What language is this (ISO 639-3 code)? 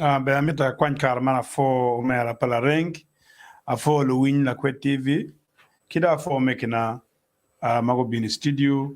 ach